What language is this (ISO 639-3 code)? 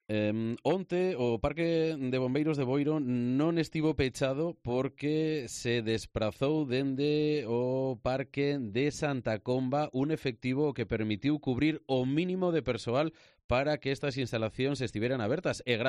glg